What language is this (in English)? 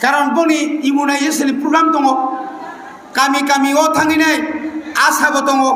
Kok Borok